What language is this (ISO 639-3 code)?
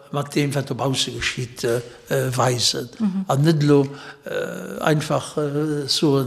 ltz